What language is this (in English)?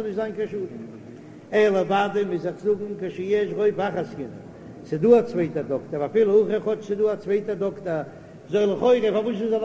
Yiddish